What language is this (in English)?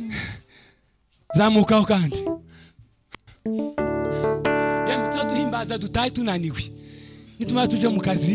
Kinyarwanda